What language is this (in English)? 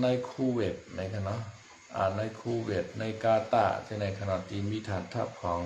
Shan